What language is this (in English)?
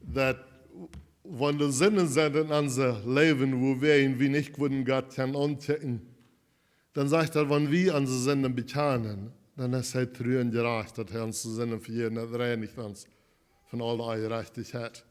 Plautdietsch